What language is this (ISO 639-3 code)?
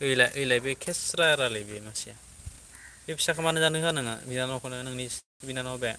brx